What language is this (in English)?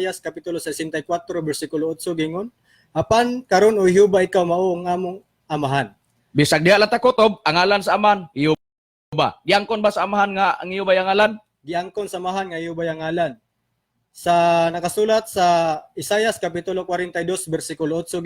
Cebuano